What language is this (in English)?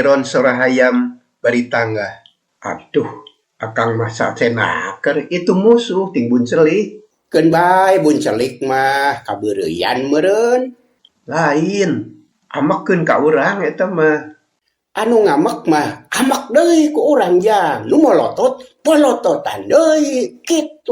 Sundanese